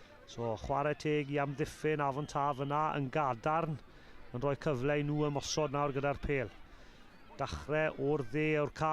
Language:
Welsh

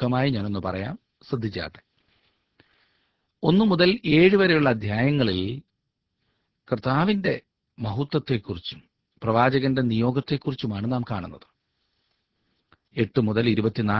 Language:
Malayalam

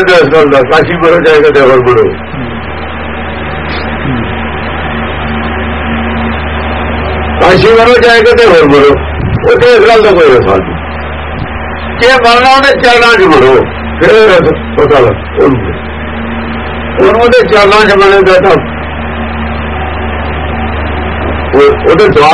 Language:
Punjabi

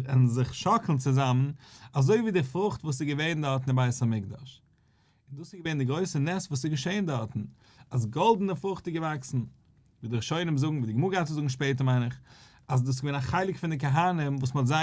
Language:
Yiddish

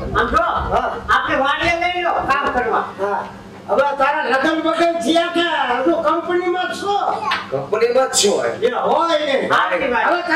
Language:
Gujarati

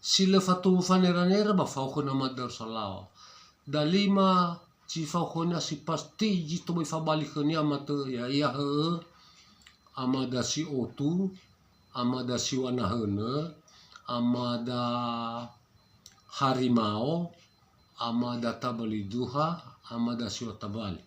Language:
Nias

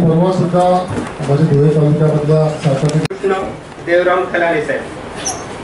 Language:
Marathi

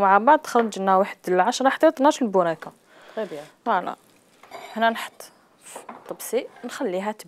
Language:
Algerian Arabic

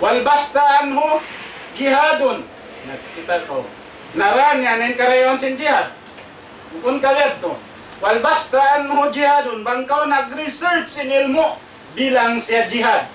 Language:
Tausug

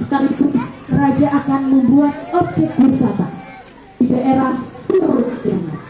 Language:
Banjar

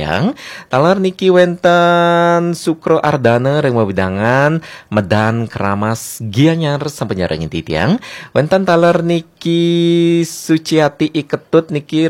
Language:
Balinese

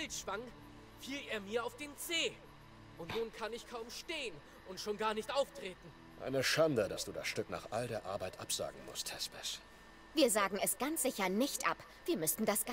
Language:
German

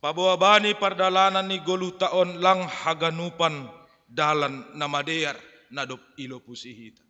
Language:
Batak Simalungun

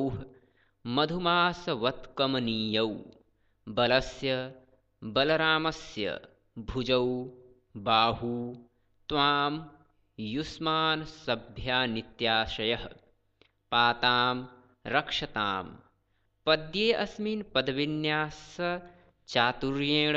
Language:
Sanskrit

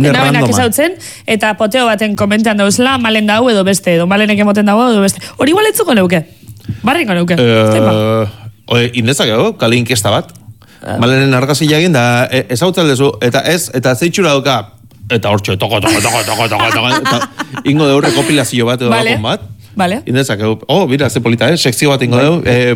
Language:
Basque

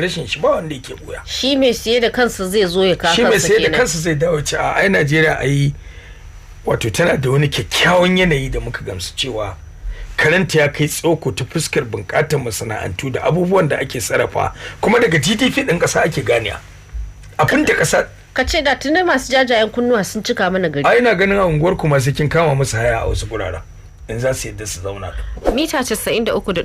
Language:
Hausa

